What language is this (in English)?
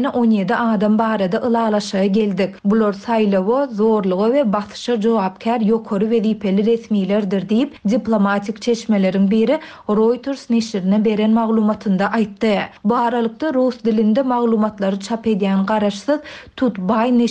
Turkmen